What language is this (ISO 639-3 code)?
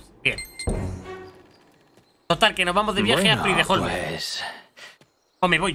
spa